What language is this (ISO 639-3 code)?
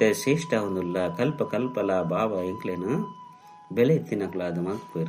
tcy